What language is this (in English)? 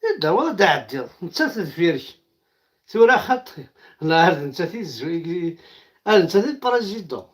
Kabyle